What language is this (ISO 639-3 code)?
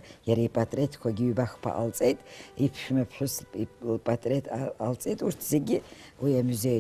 abk